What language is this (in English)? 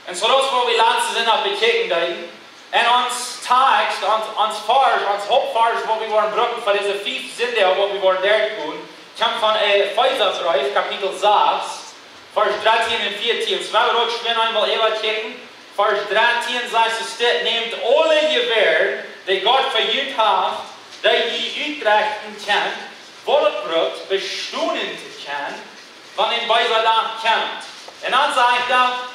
Plautdietsch